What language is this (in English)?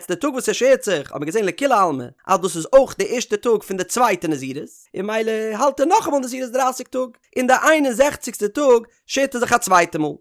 Yiddish